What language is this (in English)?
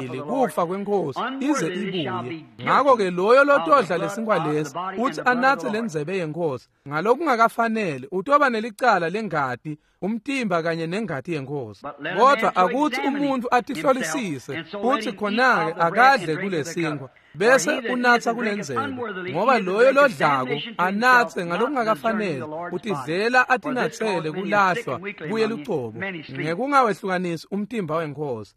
Swati